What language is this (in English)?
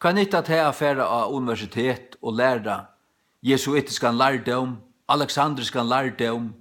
Faroese